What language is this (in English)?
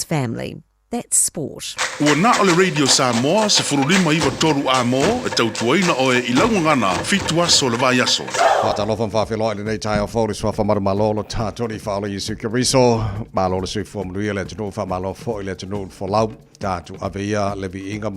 Samoan